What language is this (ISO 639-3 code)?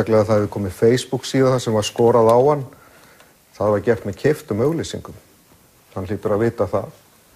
isl